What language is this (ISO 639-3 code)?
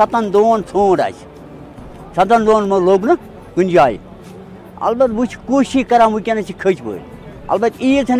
kas